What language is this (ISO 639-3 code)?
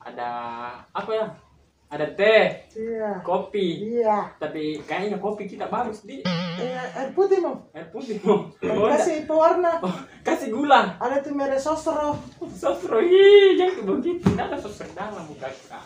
mfp